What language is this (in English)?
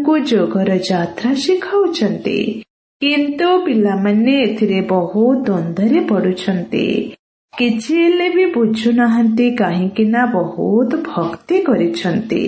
Odia